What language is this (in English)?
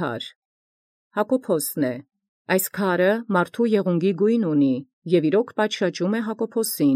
Armenian